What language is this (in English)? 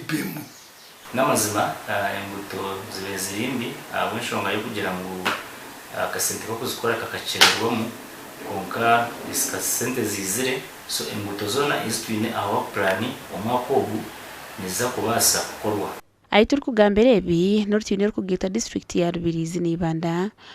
Nyankole